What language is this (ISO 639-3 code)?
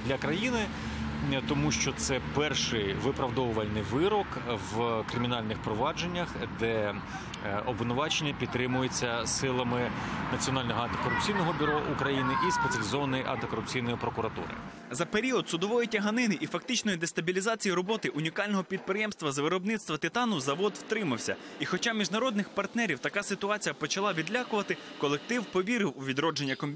ukr